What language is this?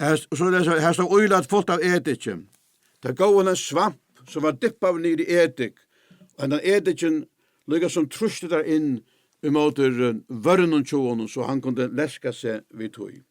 Faroese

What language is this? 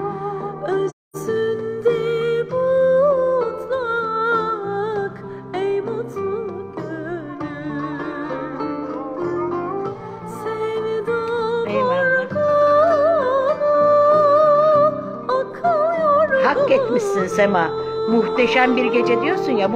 Turkish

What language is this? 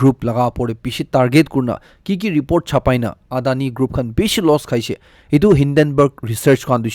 Naga Pidgin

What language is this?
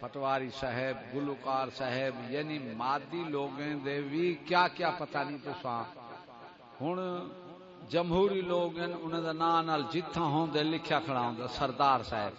Saraiki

